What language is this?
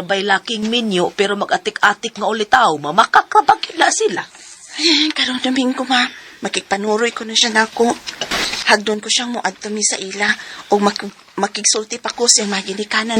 Cebuano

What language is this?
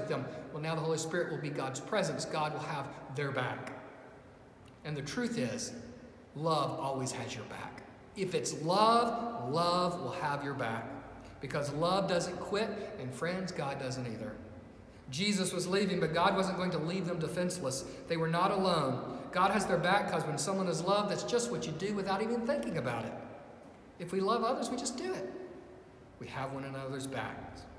English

